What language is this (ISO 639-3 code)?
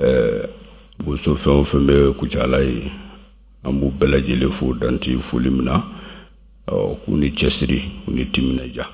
bam